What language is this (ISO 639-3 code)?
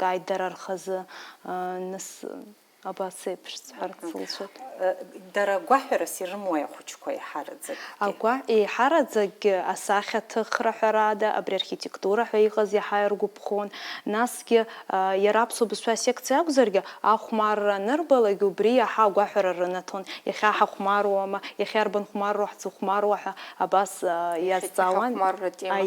abk